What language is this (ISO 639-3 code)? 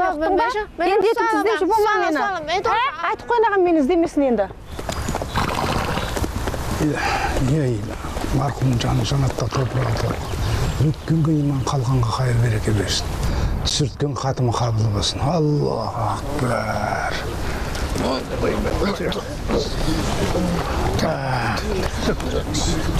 kaz